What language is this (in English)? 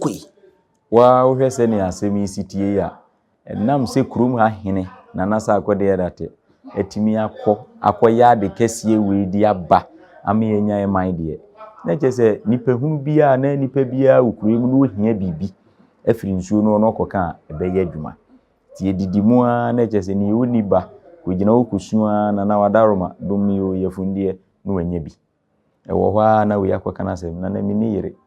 Akan